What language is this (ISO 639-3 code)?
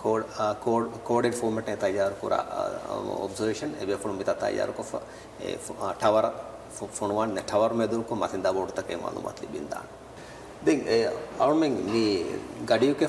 div